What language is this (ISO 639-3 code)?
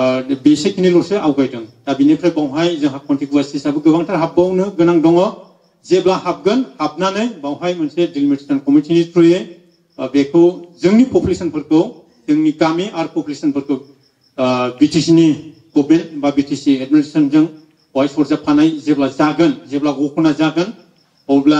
brx